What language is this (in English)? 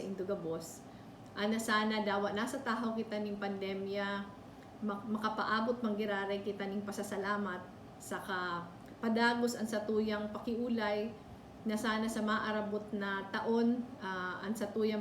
Bikol